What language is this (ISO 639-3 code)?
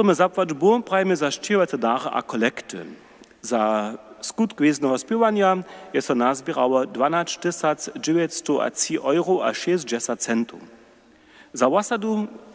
hsb